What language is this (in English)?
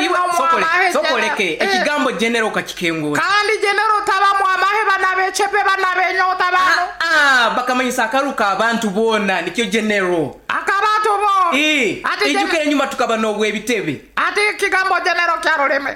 Nyoro